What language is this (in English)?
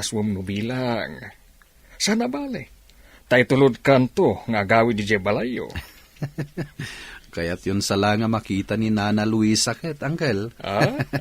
Iloko